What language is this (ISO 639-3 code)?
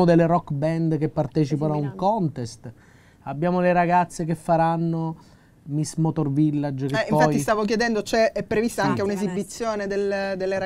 ita